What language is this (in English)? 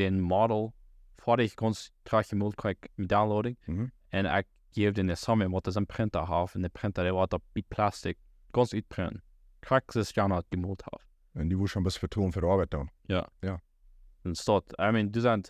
Plautdietsch